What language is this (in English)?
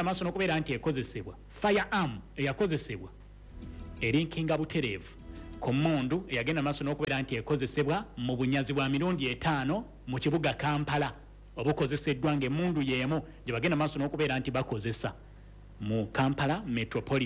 Ganda